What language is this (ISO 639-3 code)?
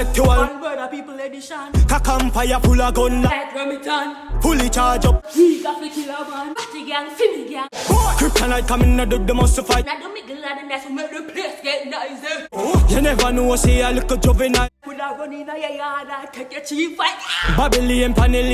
jam